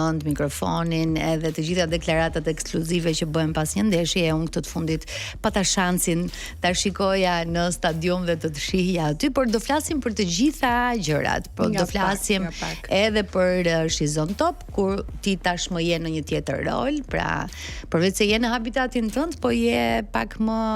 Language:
Albanian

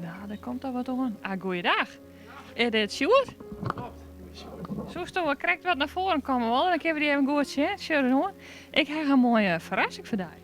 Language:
Western Frisian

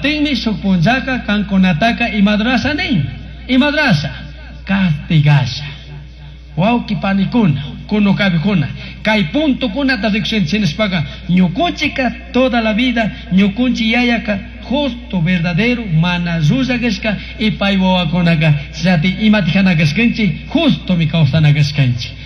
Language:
Chimborazo Highland Quichua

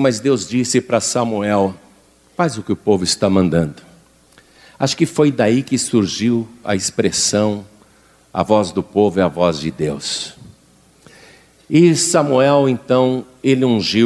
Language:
Portuguese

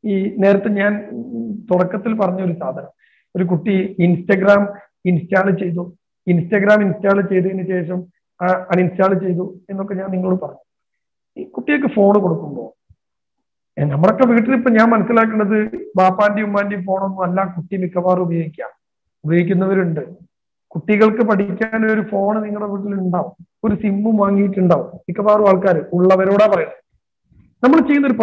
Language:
Malayalam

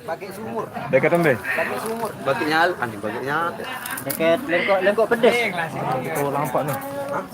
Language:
Sasak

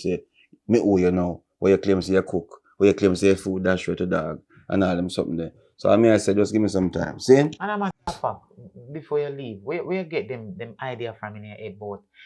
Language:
Jamaican Creole English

